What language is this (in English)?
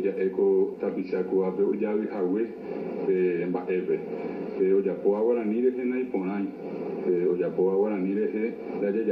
Guarani